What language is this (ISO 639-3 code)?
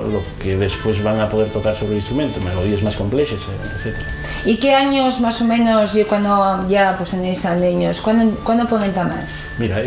ast